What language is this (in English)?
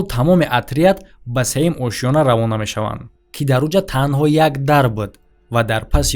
Tajik